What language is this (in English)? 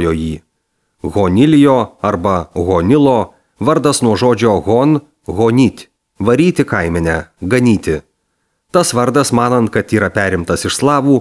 Lithuanian